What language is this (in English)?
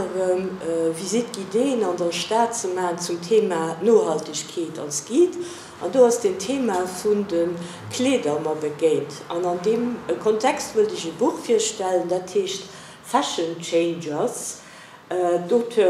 Luxembourgish